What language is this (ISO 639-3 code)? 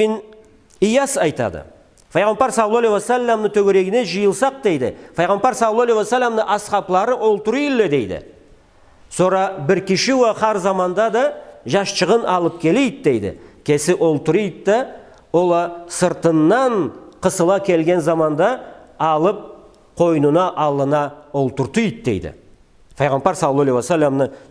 krc